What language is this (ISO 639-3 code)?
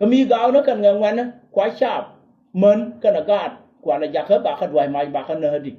nus